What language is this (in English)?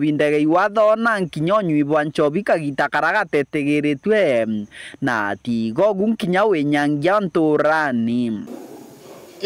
Meru